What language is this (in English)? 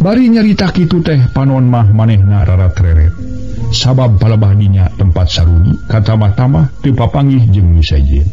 Sundanese